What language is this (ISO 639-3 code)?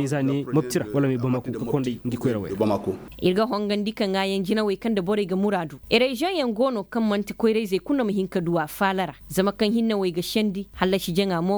ses